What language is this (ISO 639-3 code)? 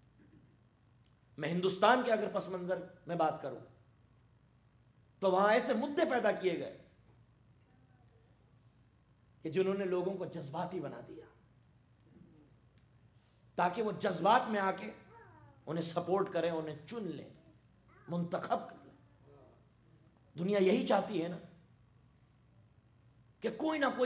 urd